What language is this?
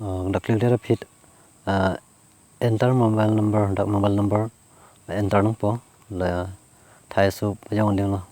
Karbi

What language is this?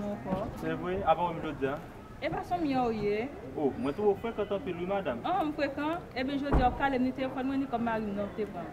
Haitian Creole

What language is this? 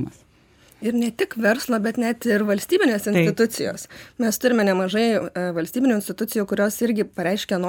Lithuanian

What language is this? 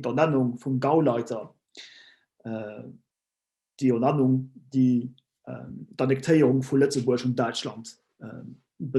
Luxembourgish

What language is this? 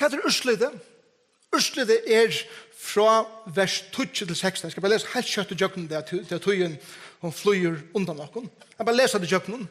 Faroese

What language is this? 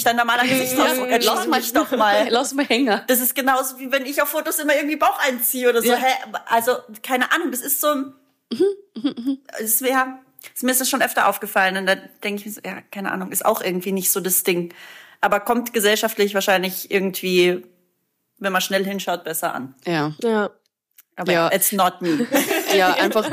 German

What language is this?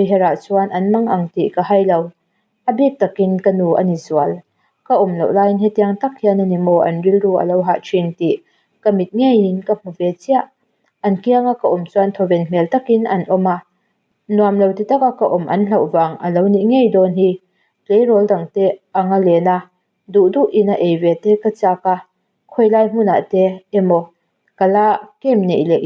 Mizo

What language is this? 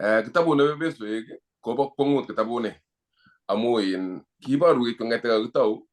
Kalenjin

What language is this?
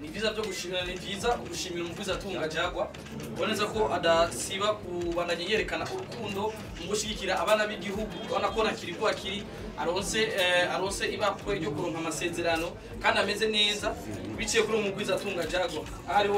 Rundi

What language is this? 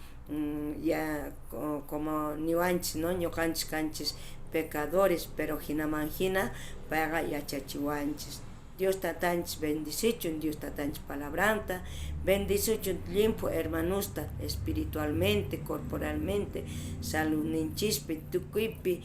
South Bolivian Quechua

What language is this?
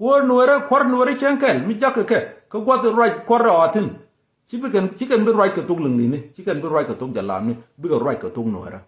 Nuer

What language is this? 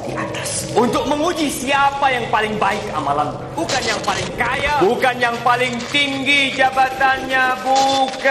Indonesian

